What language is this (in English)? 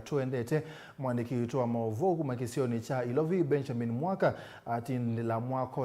Kamba